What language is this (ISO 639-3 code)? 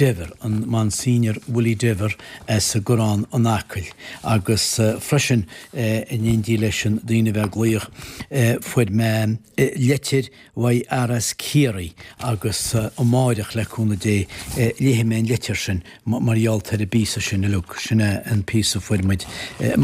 gle